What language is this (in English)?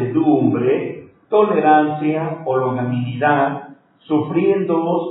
Spanish